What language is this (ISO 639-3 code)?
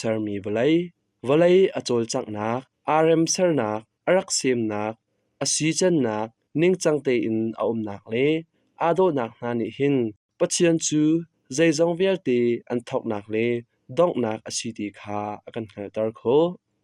cnh